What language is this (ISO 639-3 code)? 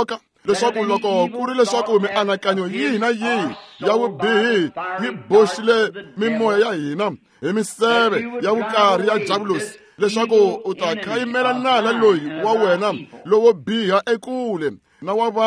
tso